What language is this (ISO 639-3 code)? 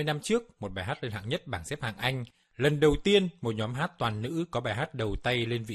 vie